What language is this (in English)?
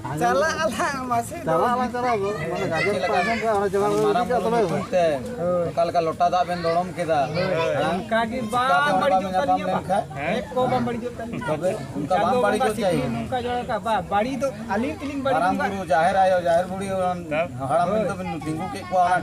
Santali